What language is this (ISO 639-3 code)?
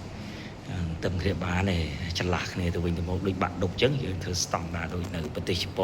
khm